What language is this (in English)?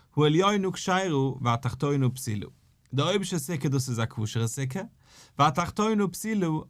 Yiddish